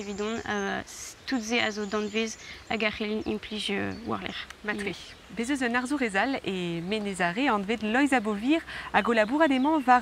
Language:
Breton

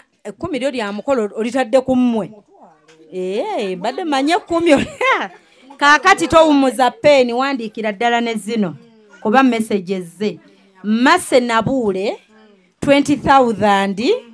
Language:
Ganda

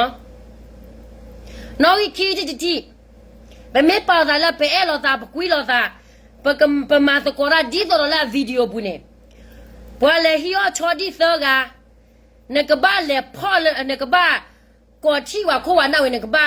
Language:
S'gaw Karen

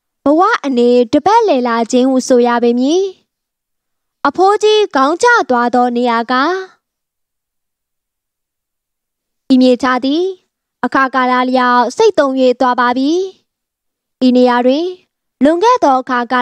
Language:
Burmese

